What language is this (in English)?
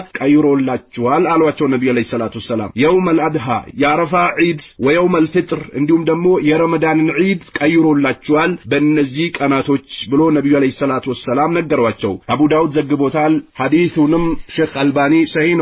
Amharic